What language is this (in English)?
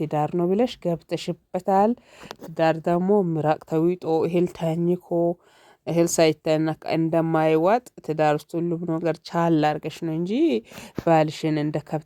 Amharic